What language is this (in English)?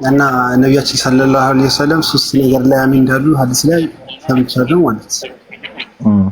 Amharic